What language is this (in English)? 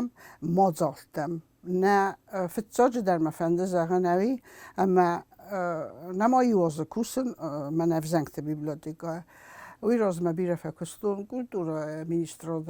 Ossetic